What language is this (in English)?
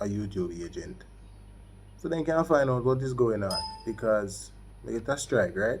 Jamaican Creole English